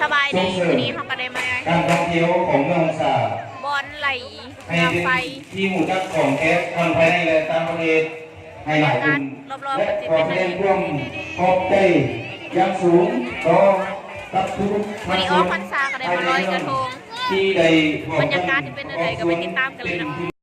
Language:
Lao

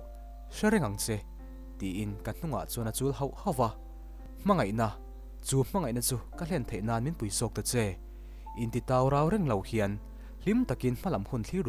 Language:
Mizo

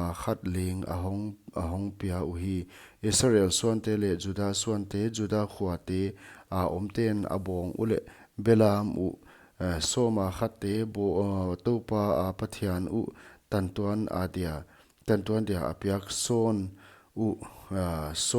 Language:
Paite Chin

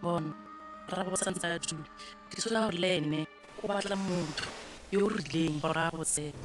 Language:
Tswana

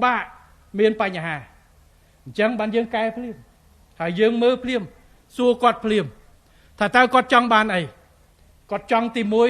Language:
Khmer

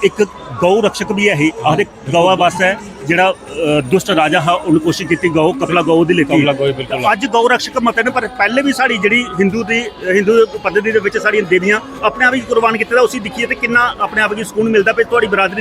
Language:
Dogri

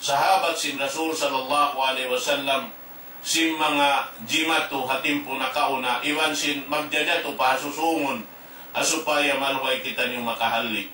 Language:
Tausug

